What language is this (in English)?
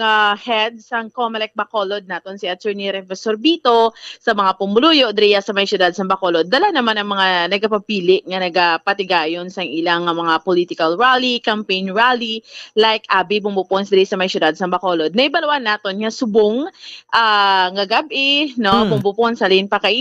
Hiligaynon